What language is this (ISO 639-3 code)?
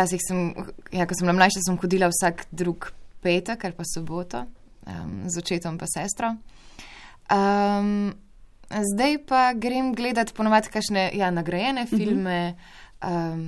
slv